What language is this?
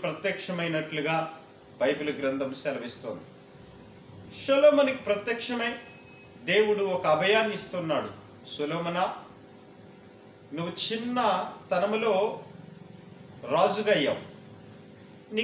Telugu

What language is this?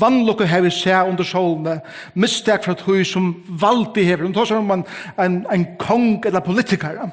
Faroese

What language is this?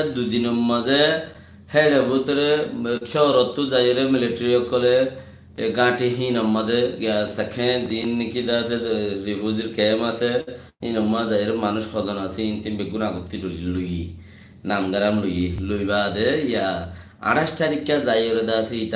Rohingya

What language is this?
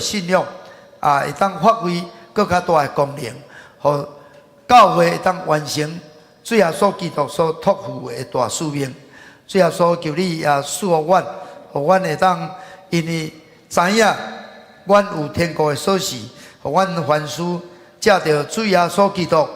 Min Nan Chinese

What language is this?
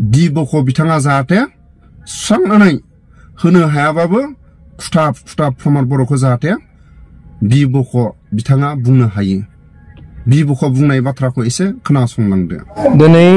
Bodo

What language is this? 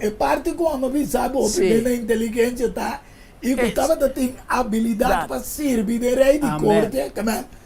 Papiamento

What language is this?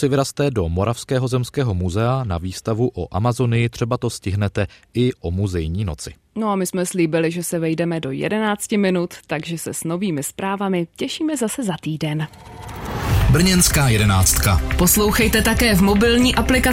Czech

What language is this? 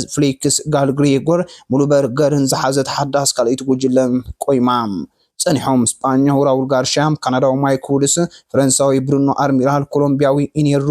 Tigrinya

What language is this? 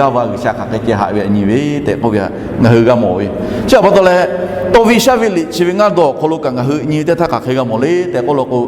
Lahu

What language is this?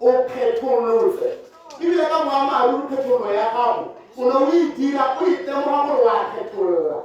Tswana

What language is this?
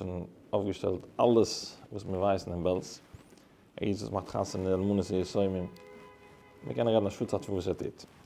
Yiddish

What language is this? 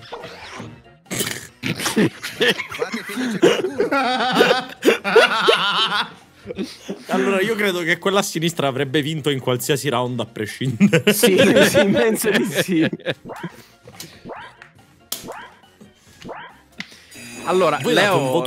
Italian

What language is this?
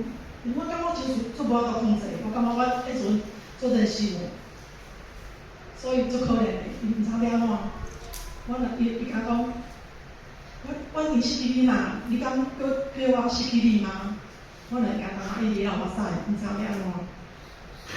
Min Nan Chinese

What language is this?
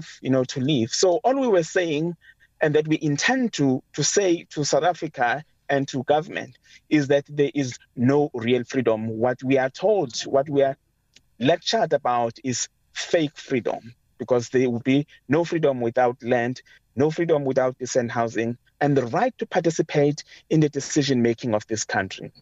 English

